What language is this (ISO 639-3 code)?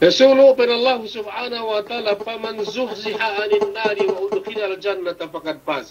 yka